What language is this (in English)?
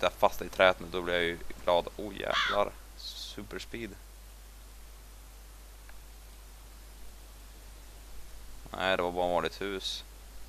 Swedish